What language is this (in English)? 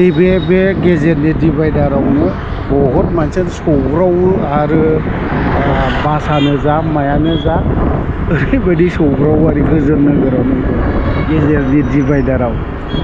Bodo